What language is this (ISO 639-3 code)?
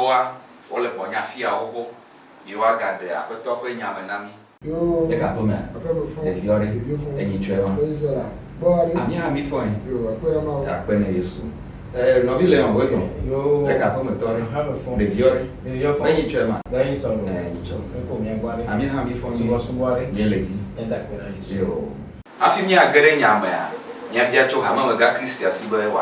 ewe